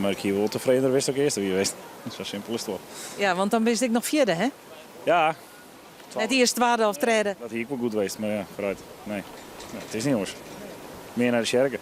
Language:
Western Frisian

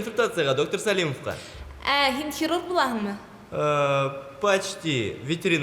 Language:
Bashkir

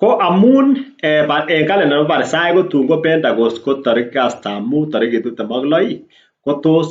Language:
Kalenjin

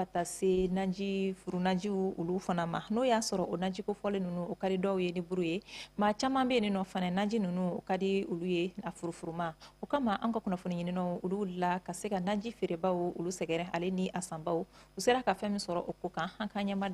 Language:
Bambara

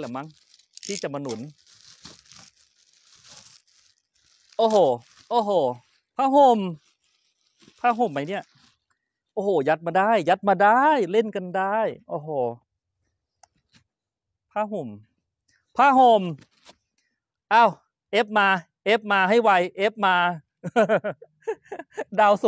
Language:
Thai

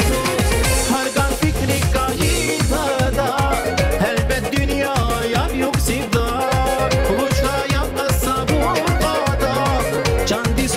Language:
Tabassaran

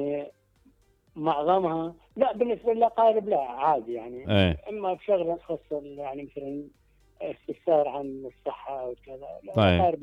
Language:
Mesopotamian Arabic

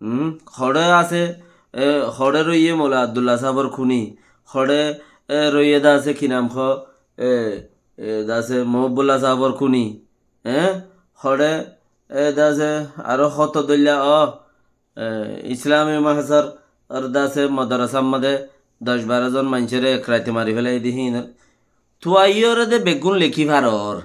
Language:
Rohingya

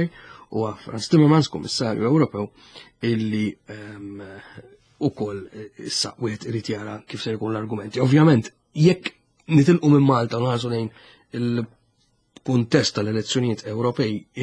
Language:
Maltese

